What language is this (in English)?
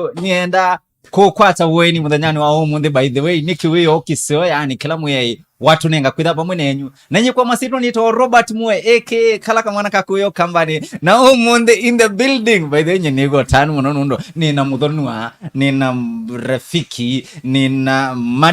Kamba